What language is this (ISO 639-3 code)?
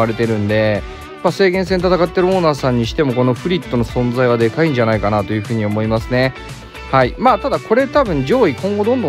jpn